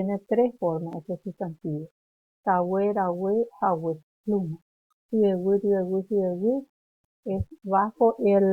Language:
Guarani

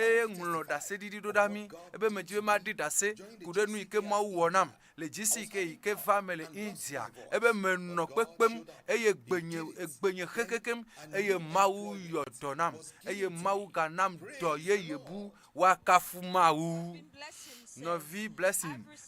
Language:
Ewe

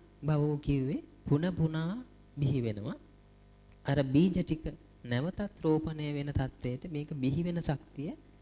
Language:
Sinhala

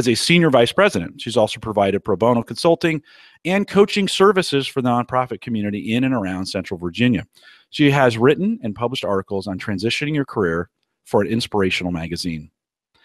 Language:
English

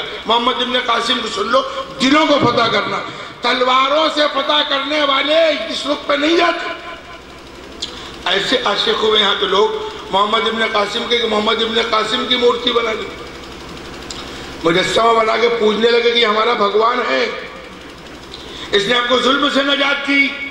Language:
Urdu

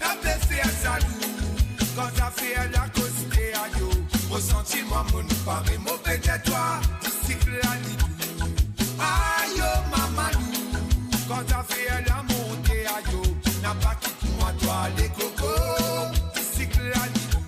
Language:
Morisyen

